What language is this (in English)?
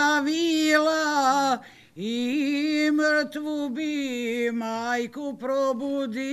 Serbian